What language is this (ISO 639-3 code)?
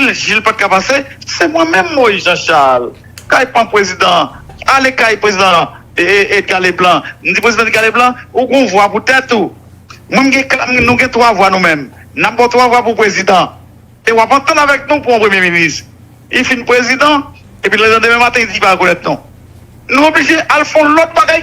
hat